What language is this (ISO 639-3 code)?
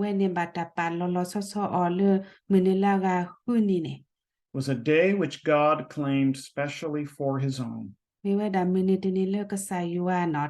ksw